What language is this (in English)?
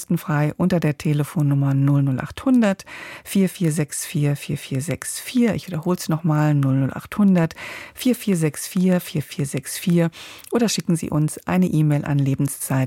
German